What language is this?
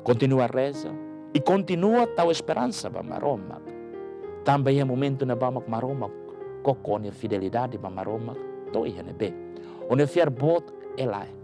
Tetum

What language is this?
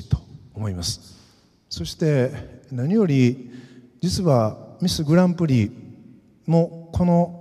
Japanese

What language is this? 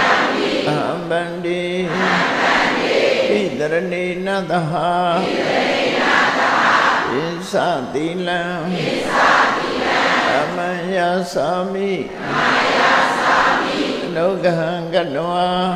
Burmese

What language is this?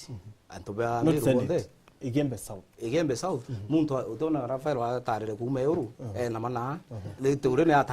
Meru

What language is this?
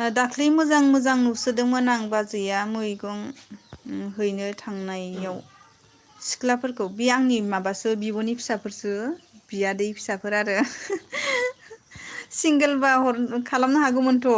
Bodo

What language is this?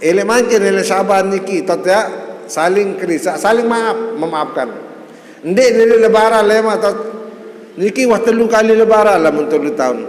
Sasak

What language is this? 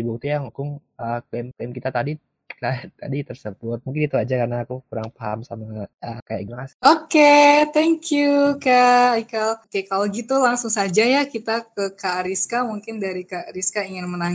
Indonesian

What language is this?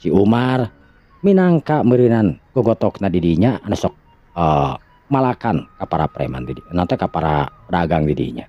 Sundanese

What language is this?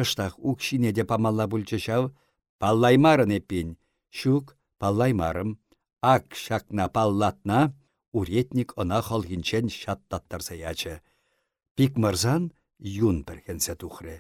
Chuvash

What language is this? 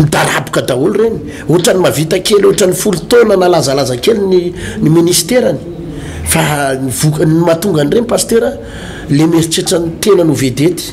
Malagasy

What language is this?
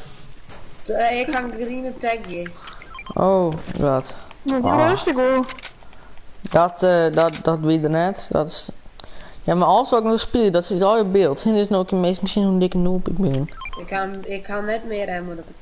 Western Frisian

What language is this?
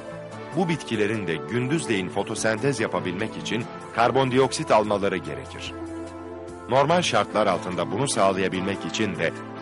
Turkish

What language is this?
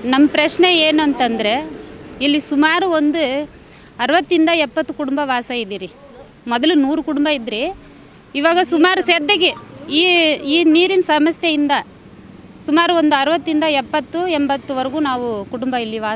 Kannada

